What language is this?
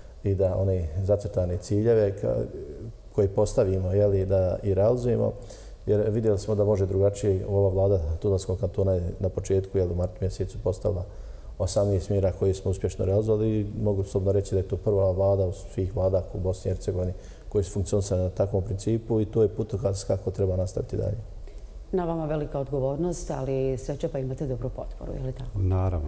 Bosnian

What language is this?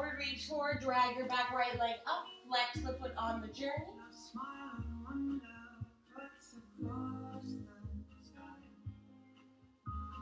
English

